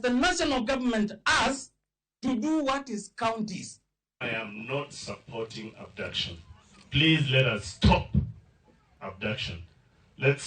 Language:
Luo (Kenya and Tanzania)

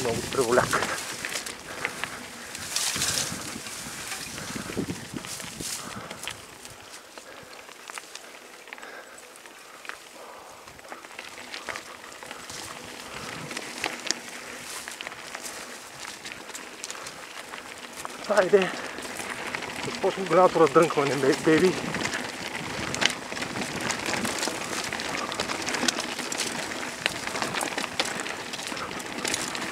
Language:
Bulgarian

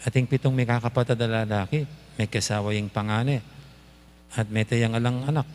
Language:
Pampanga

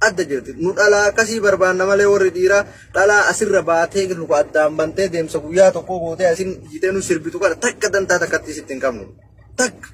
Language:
Oromo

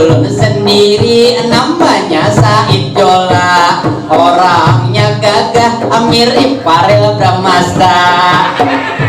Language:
Banjar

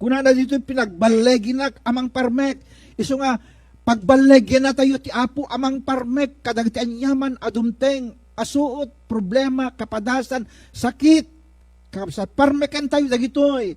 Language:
Iloko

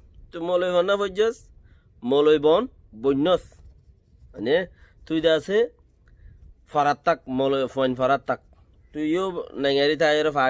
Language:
Rohingya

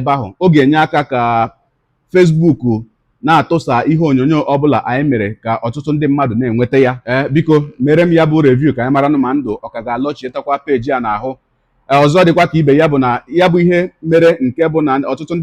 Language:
Igbo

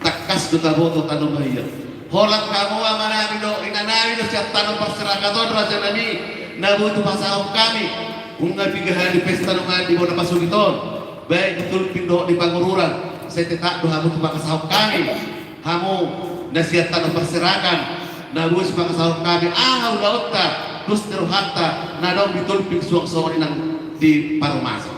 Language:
Batak Toba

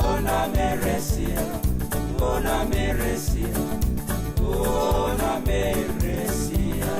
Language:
Fijian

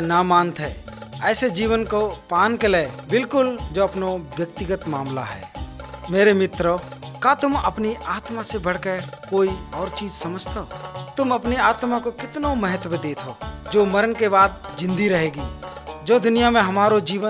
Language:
Hindi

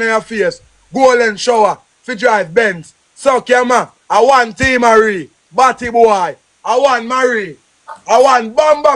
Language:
Jamaican Creole English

